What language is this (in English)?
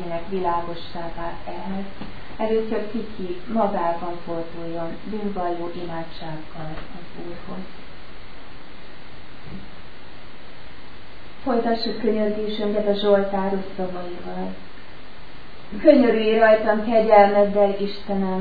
Hungarian